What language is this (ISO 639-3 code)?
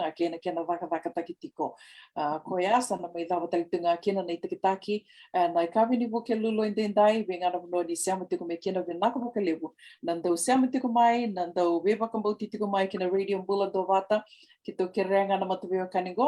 fij